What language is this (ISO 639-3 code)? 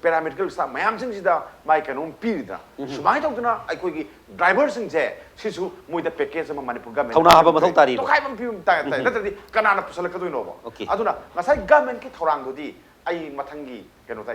mni